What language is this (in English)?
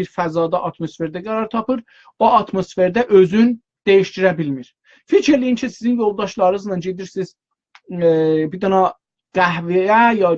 South Azerbaijani